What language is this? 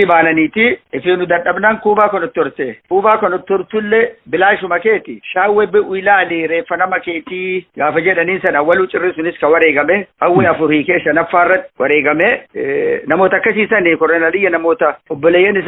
Oromo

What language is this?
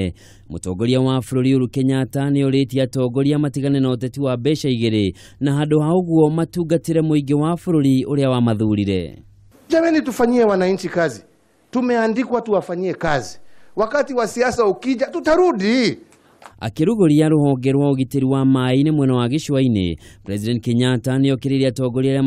Kikuyu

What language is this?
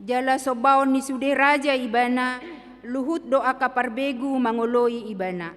Batak Toba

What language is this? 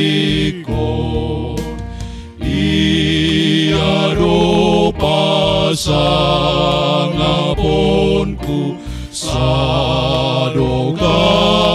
Batak Simalungun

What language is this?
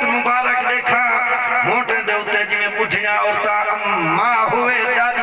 Saraiki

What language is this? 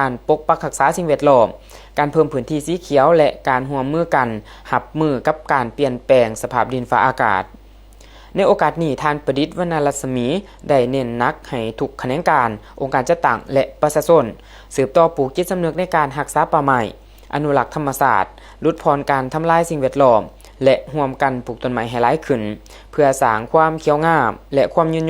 Lao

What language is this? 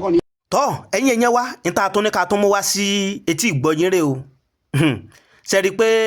Yoruba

